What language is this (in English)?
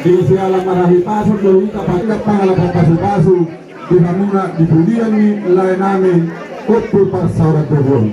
Batak Toba